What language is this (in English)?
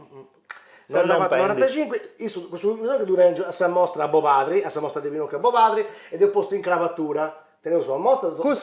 Sardinian